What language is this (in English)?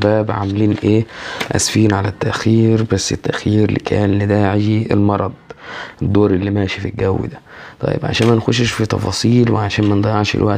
Egyptian Arabic